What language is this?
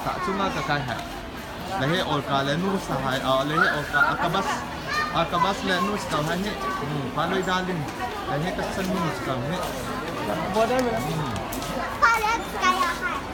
Hakha Chin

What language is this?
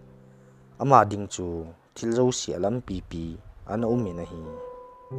Thado Chin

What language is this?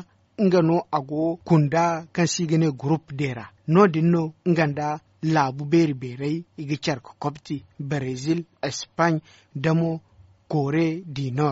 Zarma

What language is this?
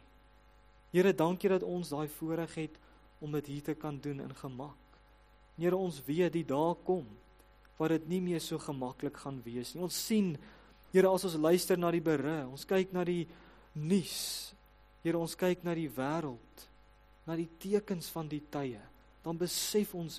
Afrikaans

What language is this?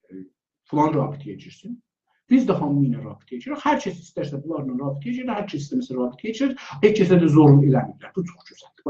South Azerbaijani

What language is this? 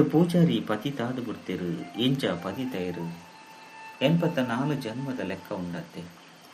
Tulu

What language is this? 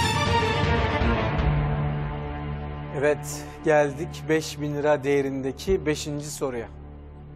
Turkish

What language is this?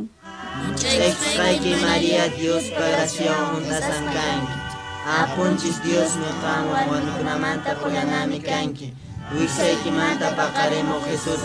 Quechua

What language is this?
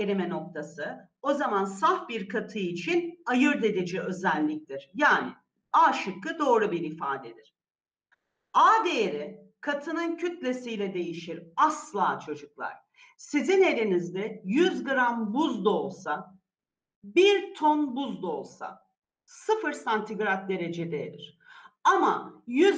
Turkish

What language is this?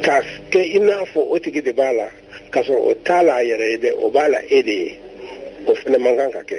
Bambara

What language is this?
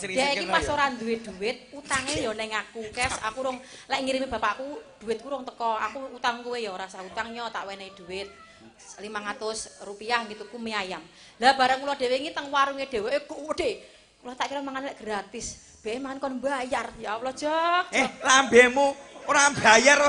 Javanese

